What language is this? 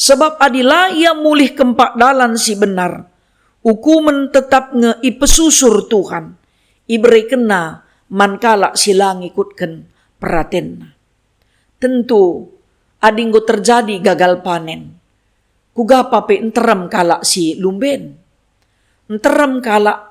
Batak Karo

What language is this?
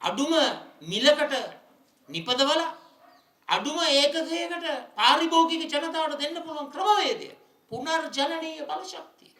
Sinhala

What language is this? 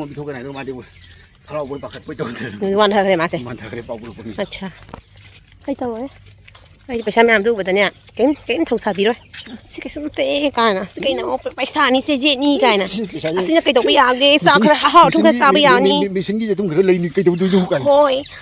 Manipuri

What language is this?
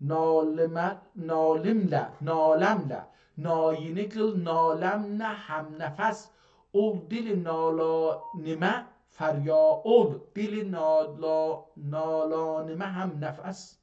South Azerbaijani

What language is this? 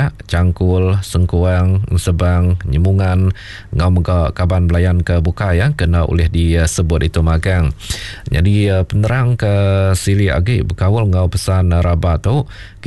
Iban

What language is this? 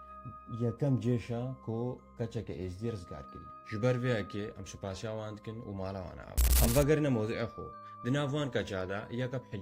Kurdish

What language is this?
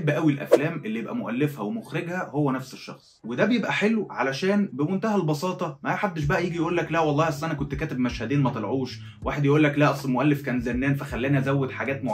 Egyptian Arabic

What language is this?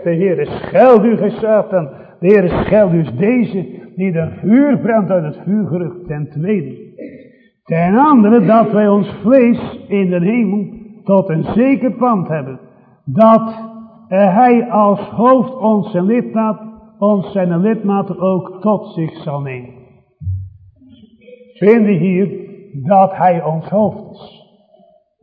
Dutch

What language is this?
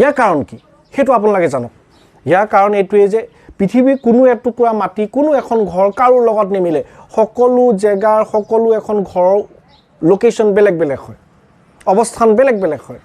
Assamese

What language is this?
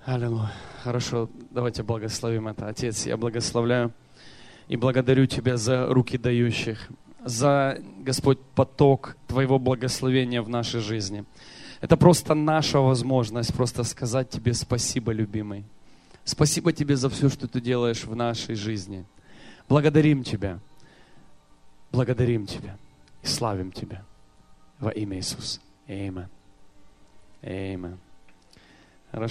Russian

